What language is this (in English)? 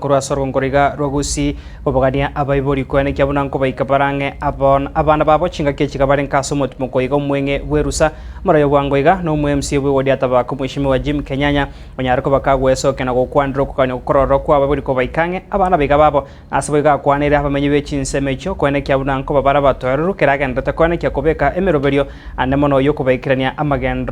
Gusii